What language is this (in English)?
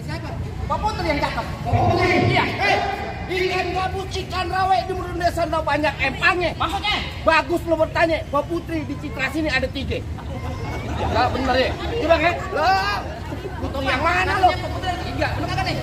Betawi